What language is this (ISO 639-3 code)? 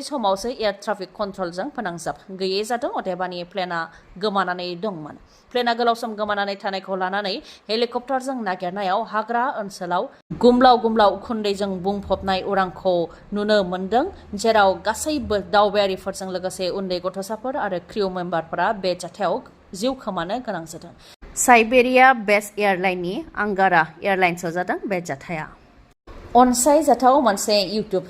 brx